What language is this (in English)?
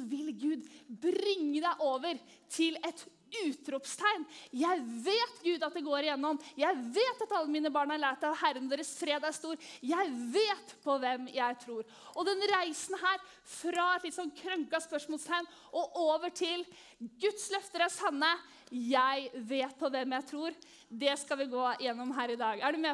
Norwegian